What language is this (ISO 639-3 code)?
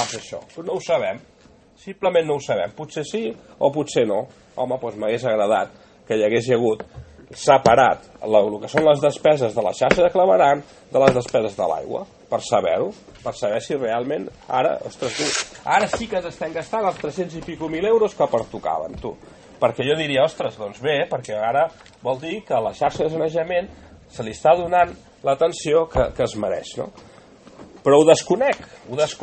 cat